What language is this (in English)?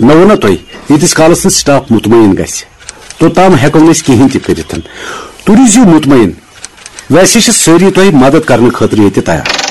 Kashmiri